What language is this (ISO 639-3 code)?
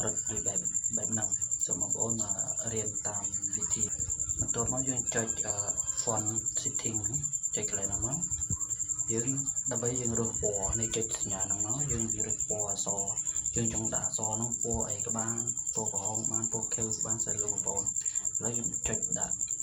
khm